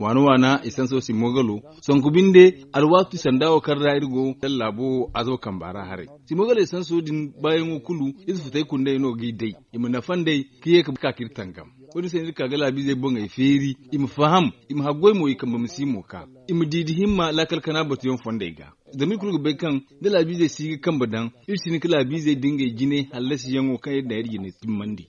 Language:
Zarma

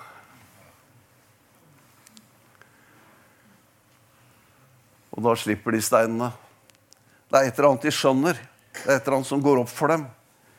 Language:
Norwegian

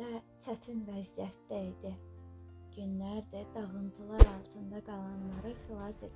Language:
Azerbaijani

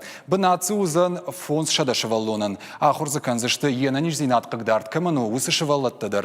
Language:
Ossetic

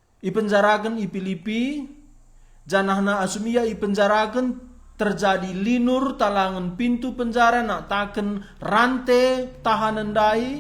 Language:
Batak Karo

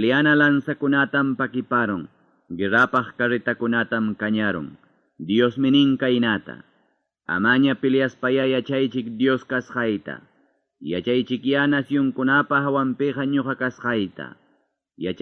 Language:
Ayacucho Quechua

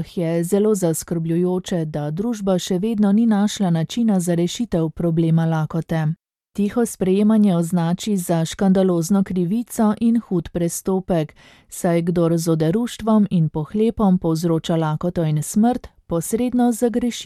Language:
Slovenian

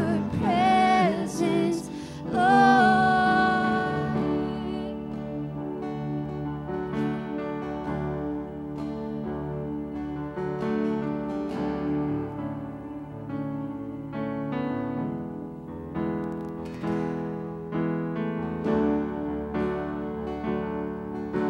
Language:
English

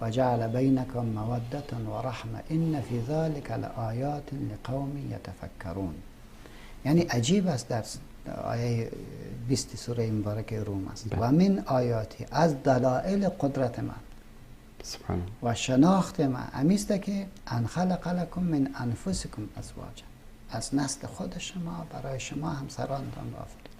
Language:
Persian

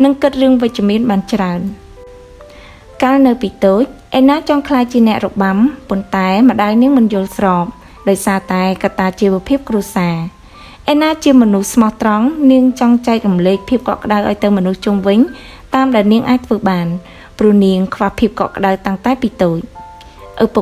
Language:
Khmer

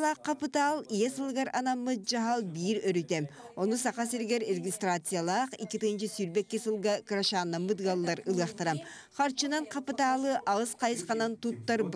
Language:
Yakut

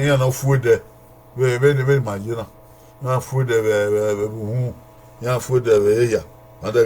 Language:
Bini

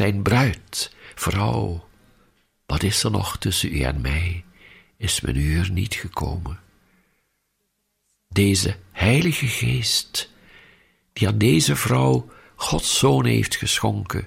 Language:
Dutch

